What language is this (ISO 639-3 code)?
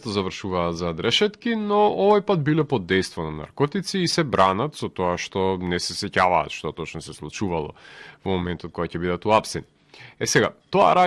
mkd